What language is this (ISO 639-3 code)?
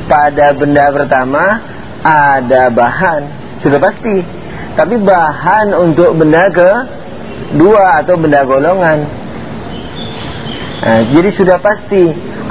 ind